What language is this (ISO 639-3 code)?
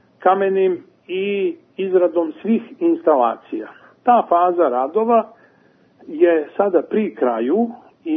srp